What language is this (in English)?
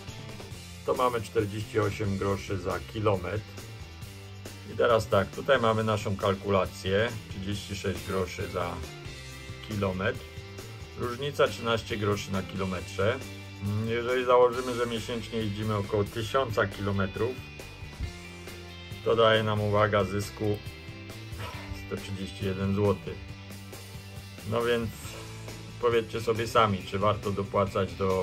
Polish